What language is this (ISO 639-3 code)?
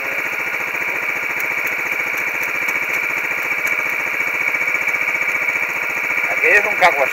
cat